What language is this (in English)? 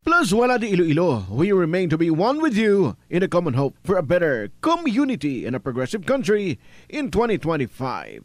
Hiligaynon